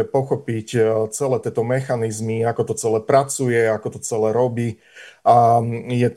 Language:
Slovak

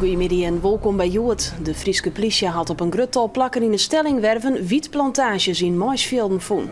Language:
Western Frisian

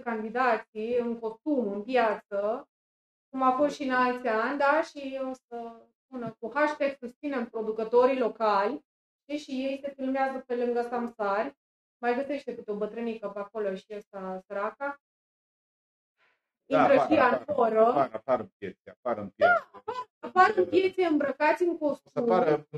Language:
Romanian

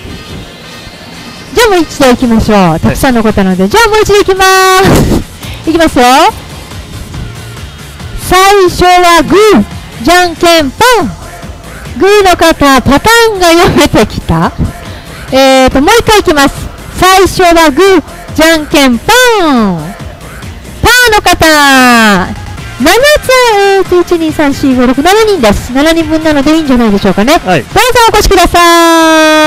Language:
Japanese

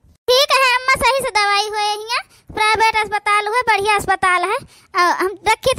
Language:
Awadhi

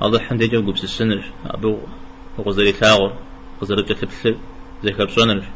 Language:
Kabardian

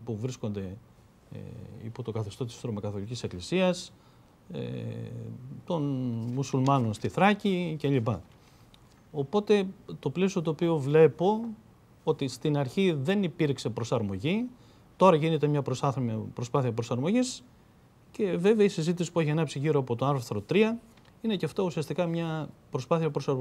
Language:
Greek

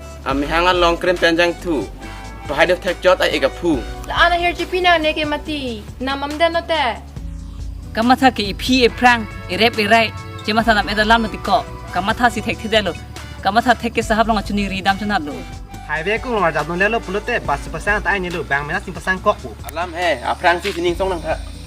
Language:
Karbi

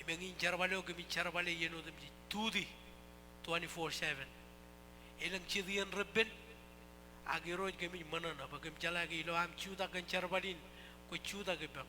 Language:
Marshallese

